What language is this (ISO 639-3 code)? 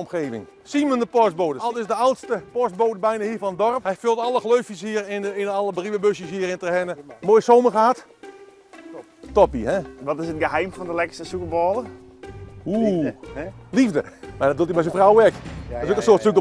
fry